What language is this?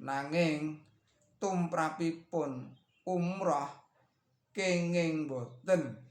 Javanese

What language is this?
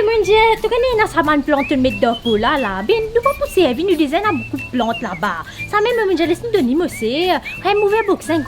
Morisyen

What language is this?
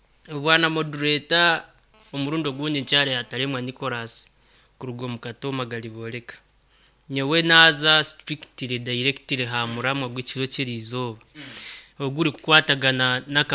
Nyankole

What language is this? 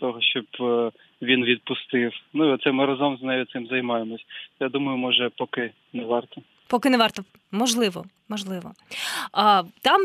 Ukrainian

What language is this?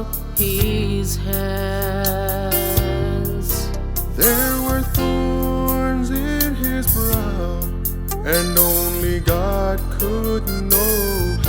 Samoan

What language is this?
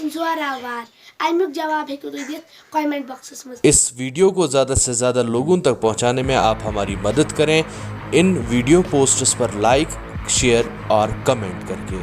Kashmiri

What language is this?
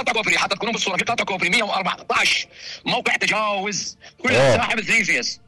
Mesopotamian Arabic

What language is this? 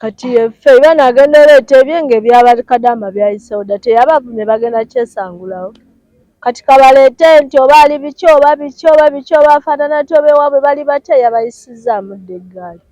Ganda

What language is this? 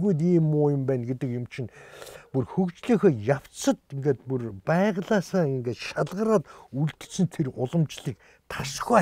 Mongolian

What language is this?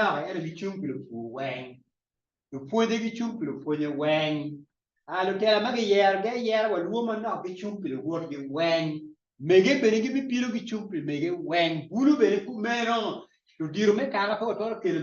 Acoli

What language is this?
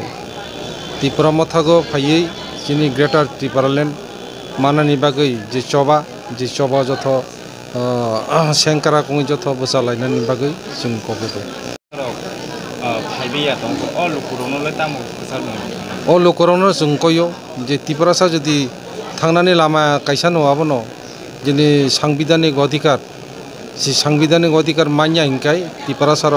Kok Borok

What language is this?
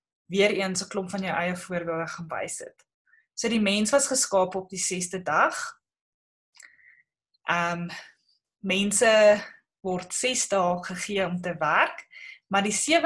Afrikaans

